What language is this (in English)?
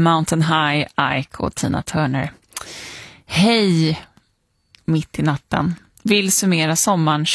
Swedish